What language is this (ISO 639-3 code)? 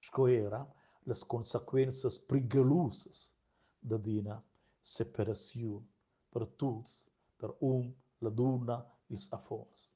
roh